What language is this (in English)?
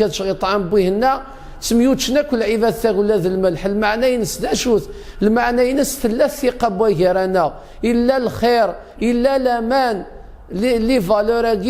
Kabyle